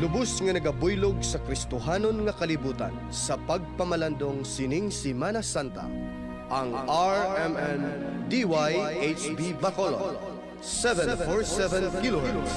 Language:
Hiligaynon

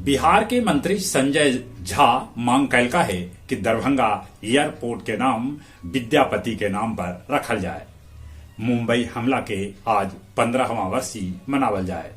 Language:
Magahi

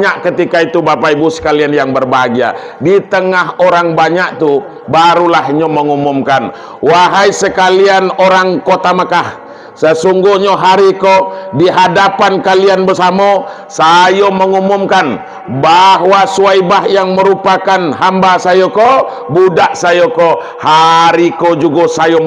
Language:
Minangkabau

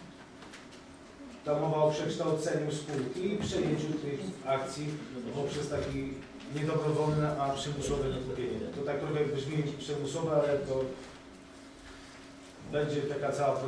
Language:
Polish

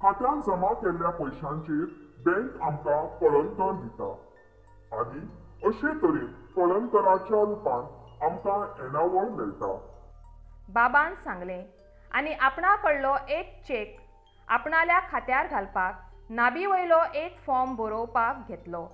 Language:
Konkani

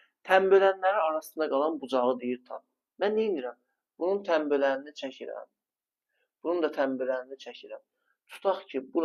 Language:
Azerbaijani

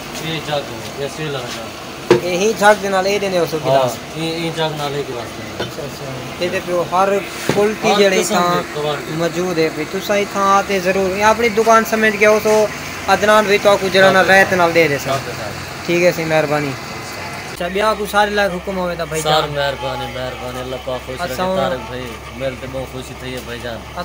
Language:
Saraiki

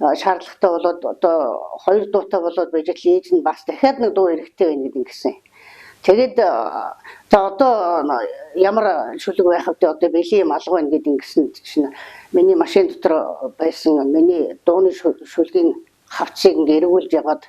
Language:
Mongolian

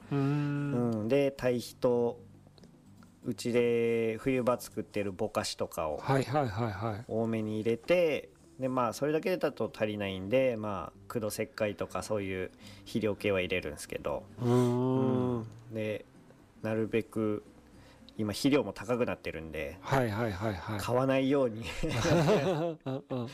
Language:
Japanese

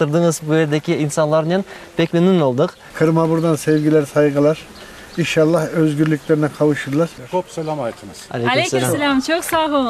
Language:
Crimean Tatar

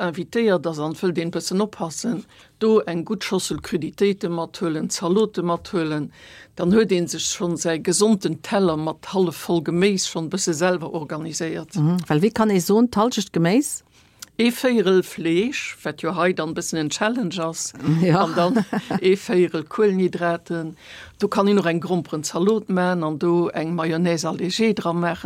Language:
Luxembourgish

